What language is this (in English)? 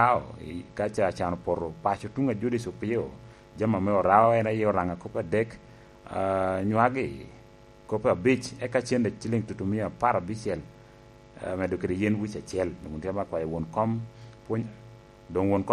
Lango (Uganda)